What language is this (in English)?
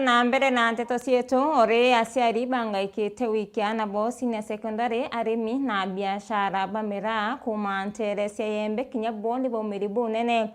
Meru